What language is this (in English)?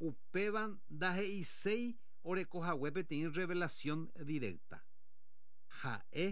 Guarani